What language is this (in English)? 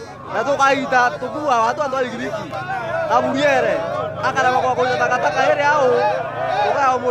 Meru